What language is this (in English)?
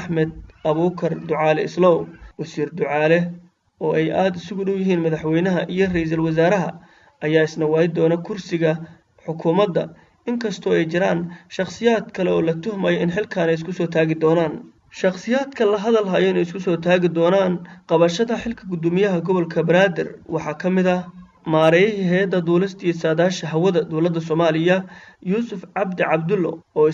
Somali